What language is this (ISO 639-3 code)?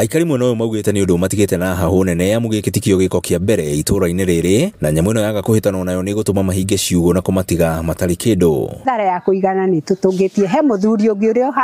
kik